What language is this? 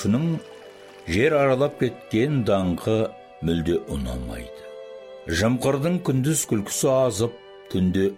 Kazakh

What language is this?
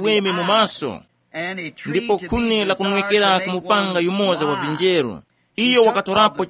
Tumbuka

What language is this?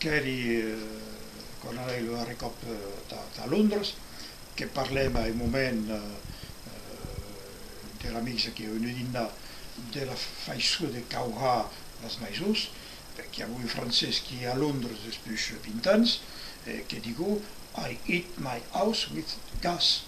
Occitan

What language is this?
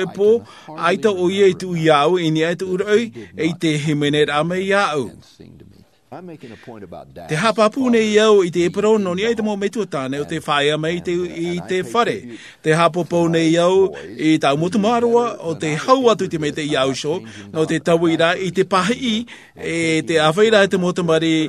Tahitian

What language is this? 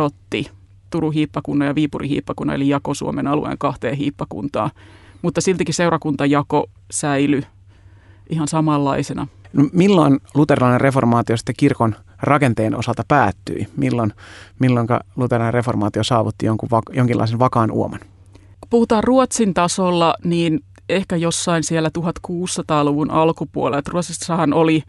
Finnish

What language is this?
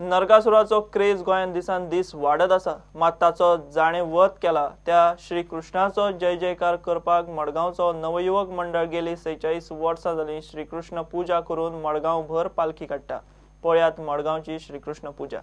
Konkani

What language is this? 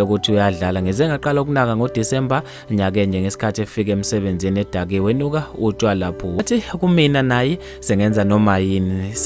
Zulu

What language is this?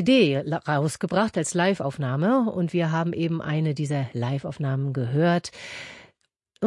German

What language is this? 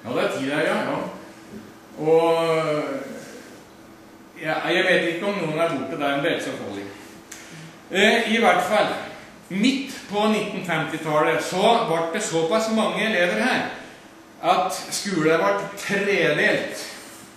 Norwegian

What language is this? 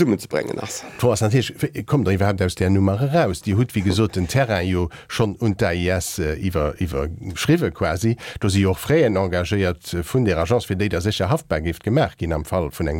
Luxembourgish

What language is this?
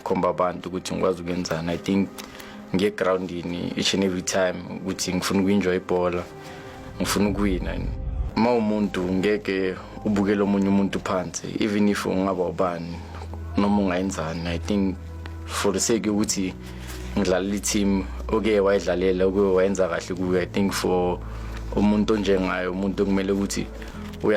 Zulu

